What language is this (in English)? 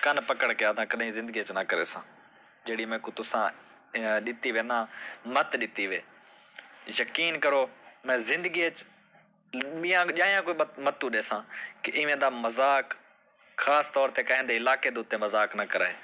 Saraiki